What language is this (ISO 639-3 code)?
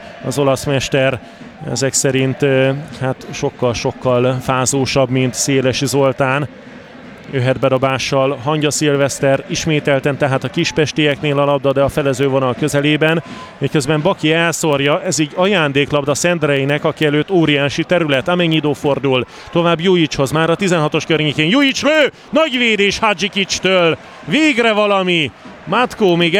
hun